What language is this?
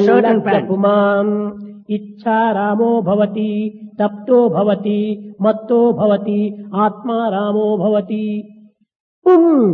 Telugu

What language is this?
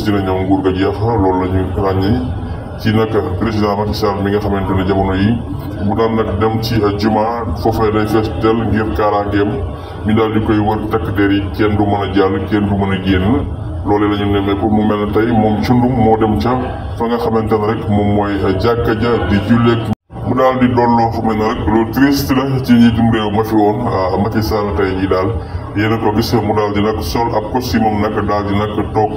Wolof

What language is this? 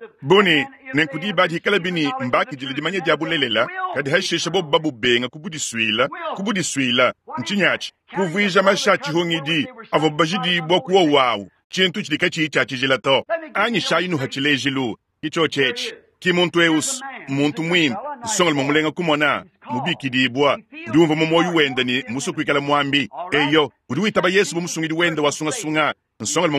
Luba-Lulua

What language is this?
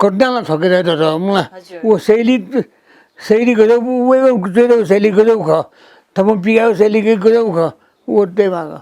Newari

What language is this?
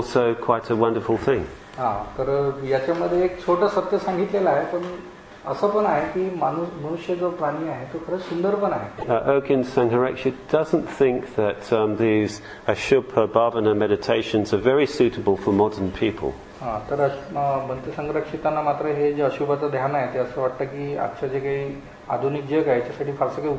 Marathi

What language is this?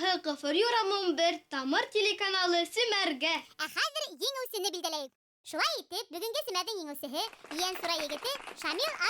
Bashkir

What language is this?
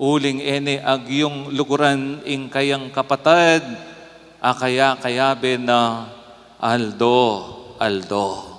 Pampanga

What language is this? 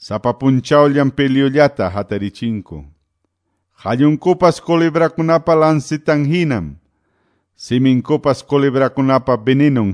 Quechua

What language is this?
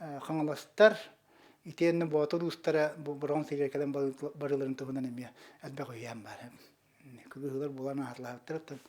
Yakut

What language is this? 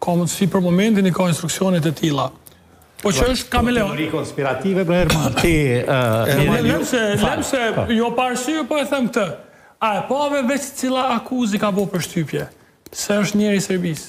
Albanian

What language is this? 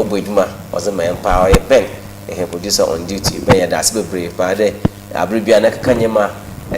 Akan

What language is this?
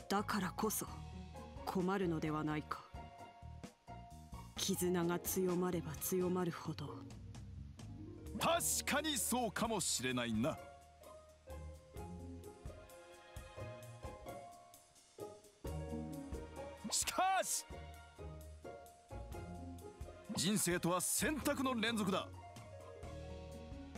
Japanese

